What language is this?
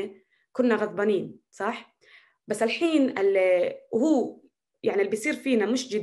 North Levantine Arabic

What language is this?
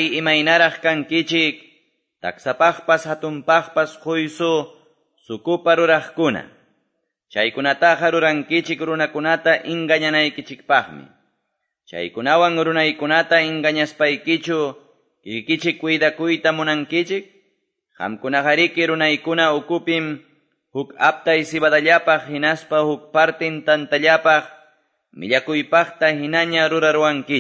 Quechua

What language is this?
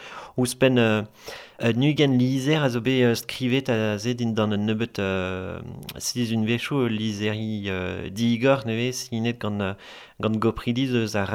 Breton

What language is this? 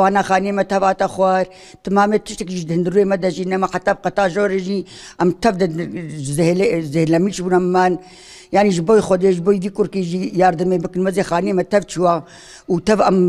Kurdish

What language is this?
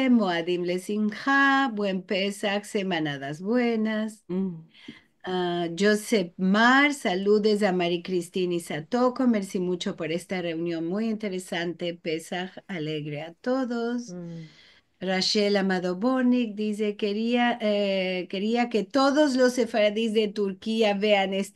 Ladino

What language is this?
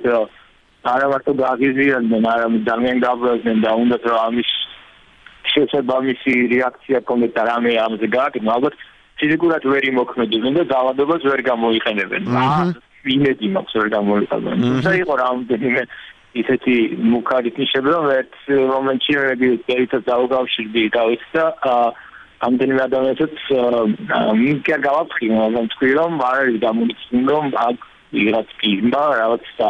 Georgian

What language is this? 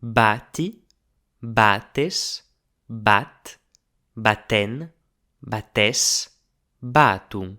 Occitan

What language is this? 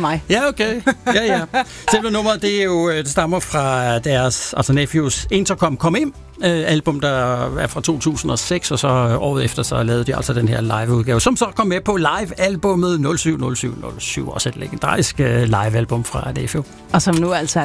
Danish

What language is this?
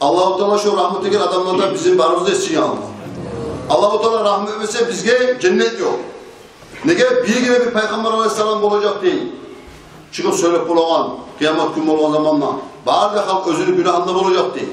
Kumyk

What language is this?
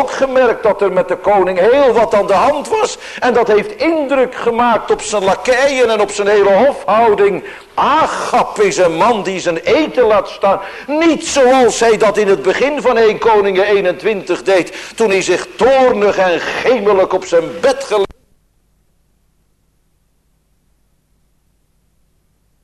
Dutch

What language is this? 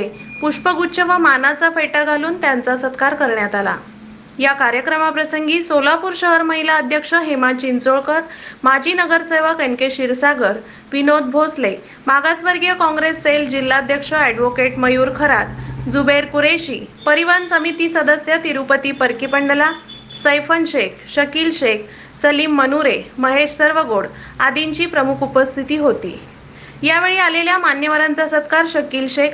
Marathi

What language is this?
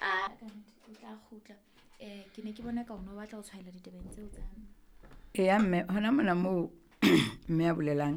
Southern Sotho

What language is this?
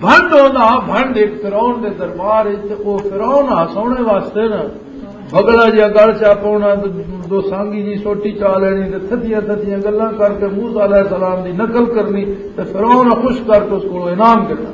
Western Panjabi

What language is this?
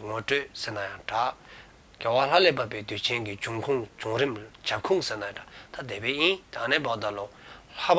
Dzongkha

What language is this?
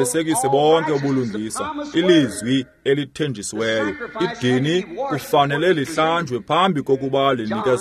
Xhosa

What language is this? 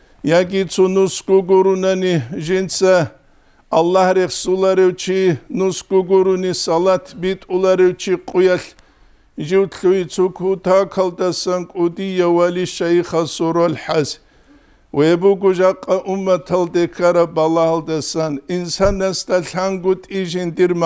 Avaric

